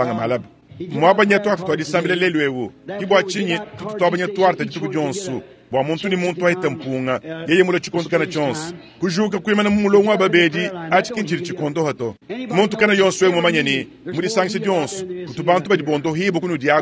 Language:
Luba-Lulua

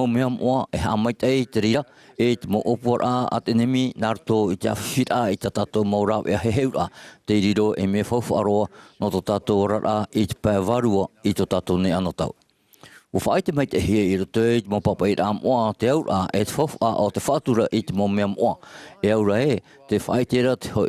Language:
Tahitian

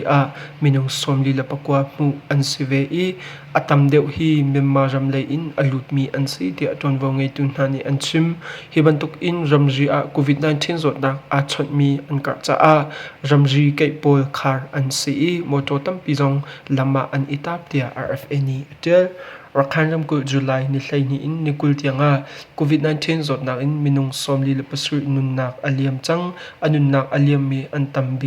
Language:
Hakha Chin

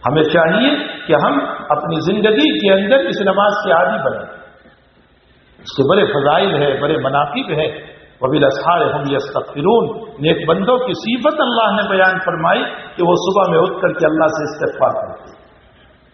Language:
Urdu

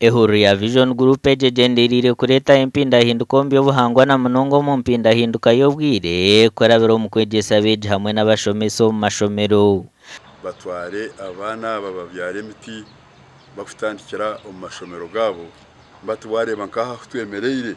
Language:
Nyankole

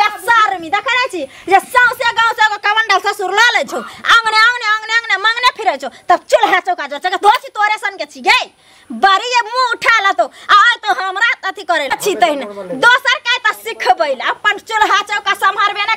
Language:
Maithili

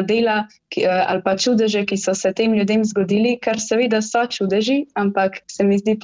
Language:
Slovenian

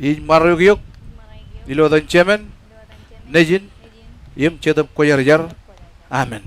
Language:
Marshallese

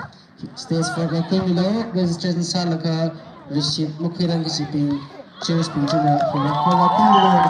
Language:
Tangkhul Naga (India)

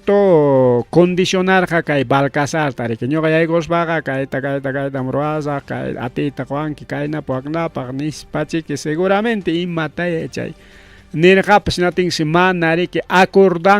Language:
Ayacucho Quechua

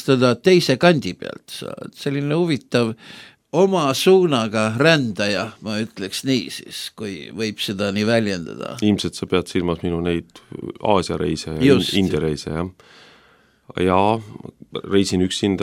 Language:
Estonian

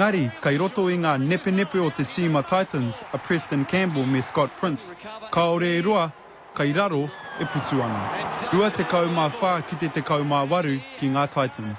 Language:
Māori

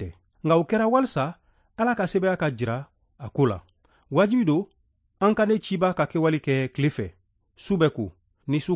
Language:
Bambara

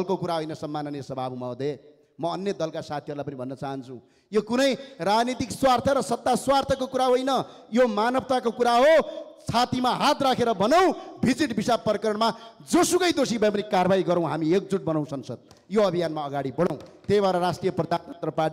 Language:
Nepali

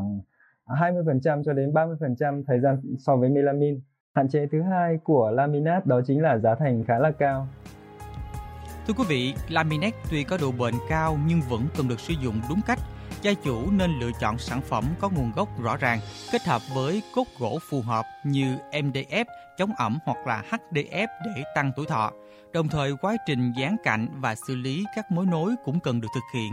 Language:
Vietnamese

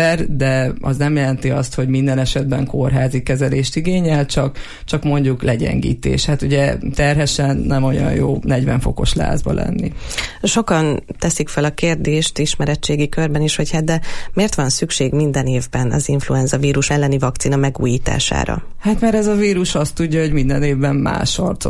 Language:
Hungarian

